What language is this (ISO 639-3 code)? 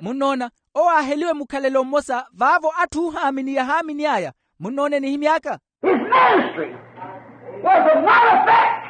vmw